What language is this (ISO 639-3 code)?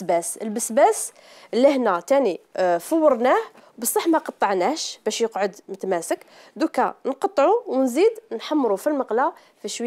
arq